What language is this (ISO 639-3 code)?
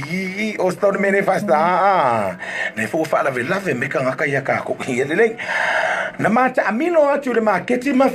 smo